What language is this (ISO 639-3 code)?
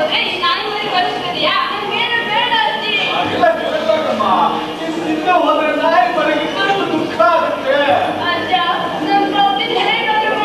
kan